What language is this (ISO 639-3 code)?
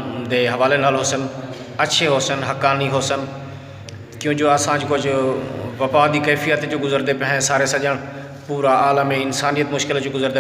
skr